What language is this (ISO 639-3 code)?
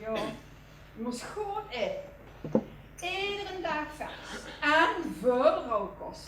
lim